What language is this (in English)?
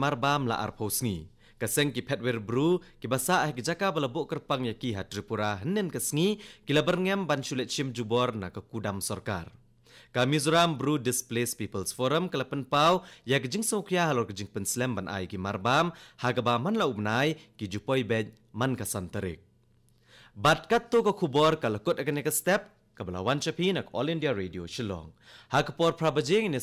Khasi